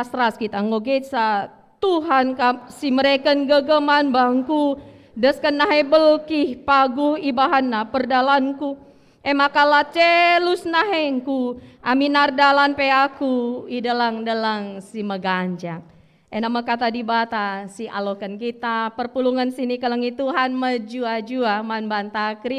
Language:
Batak Karo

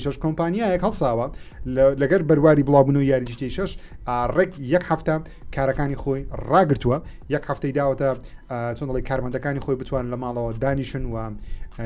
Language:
Central Kurdish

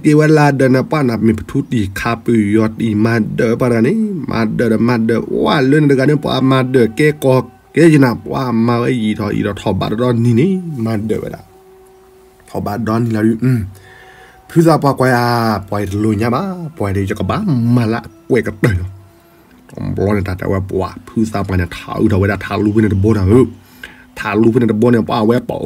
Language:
S'gaw Karen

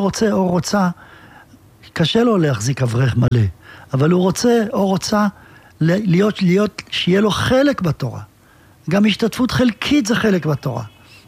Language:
Hebrew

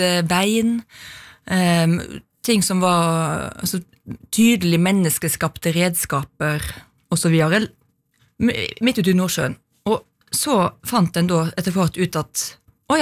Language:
Norwegian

